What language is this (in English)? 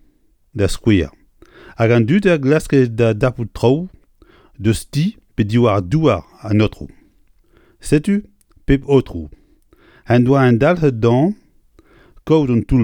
Breton